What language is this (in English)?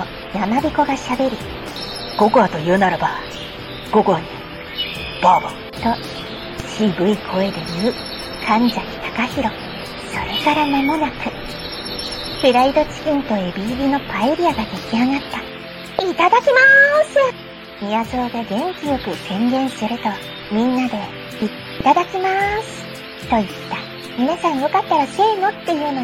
Japanese